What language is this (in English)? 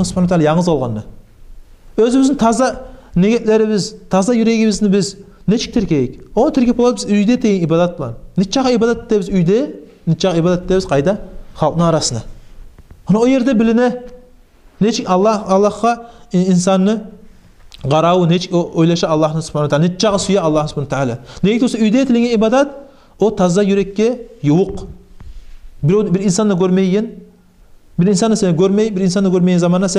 Kumyk